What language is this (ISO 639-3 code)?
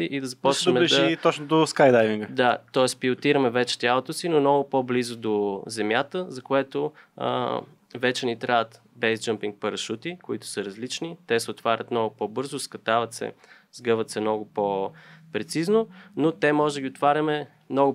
bul